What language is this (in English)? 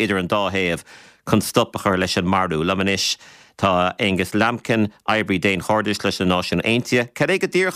Irish